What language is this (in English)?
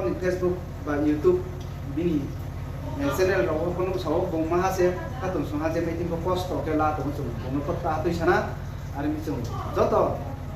Riang (India)